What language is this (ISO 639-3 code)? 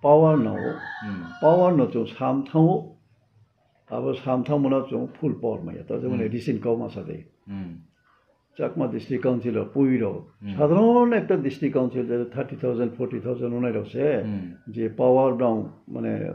ria